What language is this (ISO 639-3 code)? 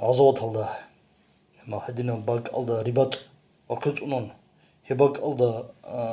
ava